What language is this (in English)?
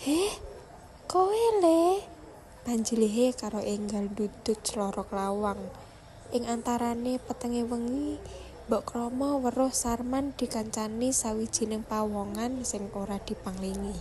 Javanese